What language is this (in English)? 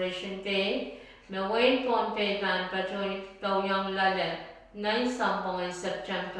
Pohnpeian